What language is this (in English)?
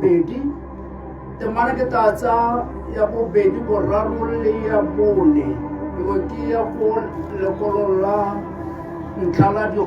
Tswana